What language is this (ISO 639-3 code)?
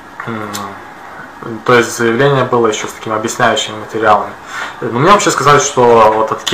rus